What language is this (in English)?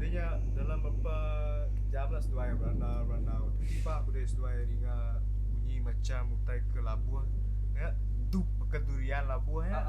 Iban